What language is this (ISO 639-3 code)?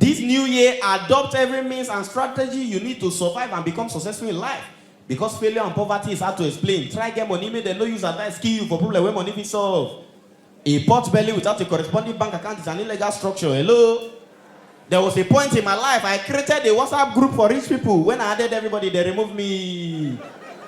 pcm